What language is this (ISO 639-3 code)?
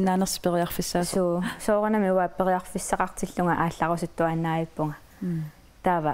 kal